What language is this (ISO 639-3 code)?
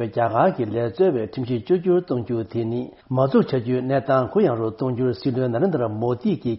bod